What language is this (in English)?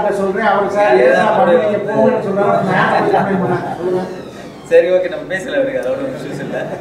Tamil